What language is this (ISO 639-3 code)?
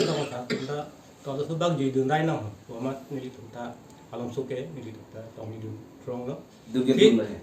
mjw